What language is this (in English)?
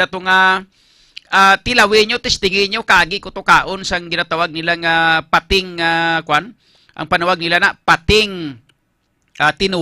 Hiligaynon